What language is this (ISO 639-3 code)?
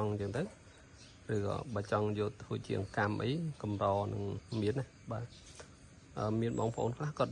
khm